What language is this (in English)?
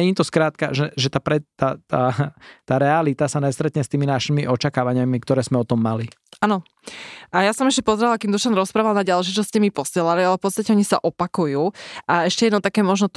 Slovak